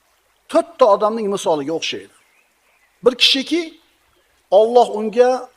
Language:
Uzbek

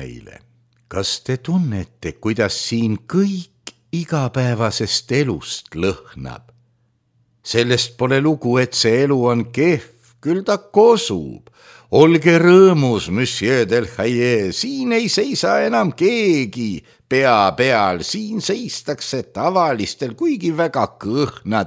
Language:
Estonian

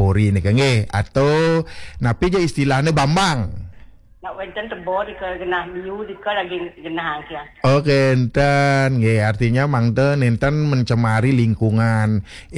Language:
Balinese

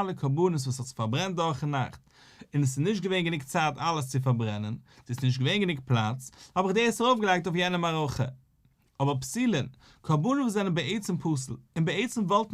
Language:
Yiddish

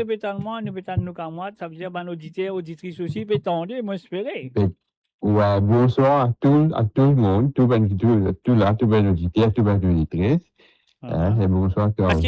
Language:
Morisyen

